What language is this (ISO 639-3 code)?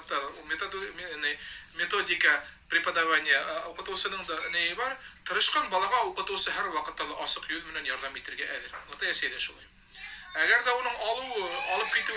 bak